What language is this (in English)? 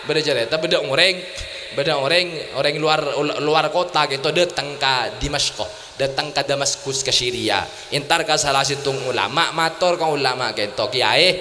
Madurese